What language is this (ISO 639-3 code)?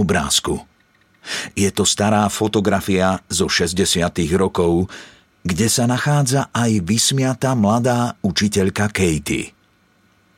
slk